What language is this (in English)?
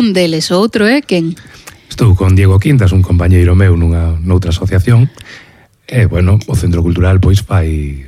Galician